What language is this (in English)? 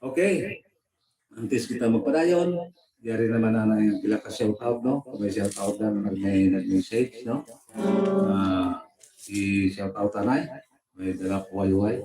Hiligaynon